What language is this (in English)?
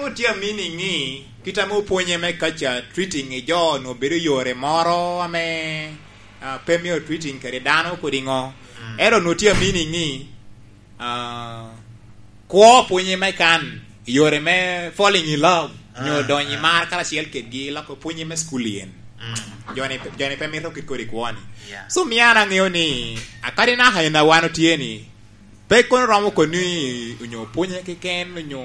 Lango (Uganda)